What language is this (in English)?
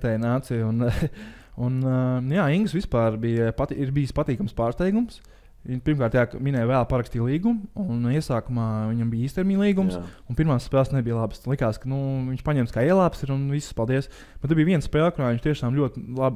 Latvian